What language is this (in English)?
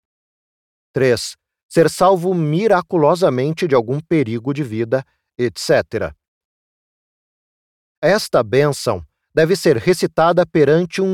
Portuguese